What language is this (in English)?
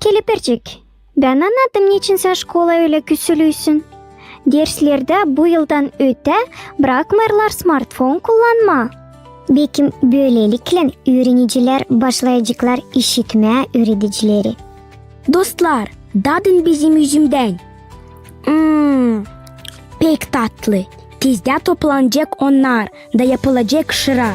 Gagauz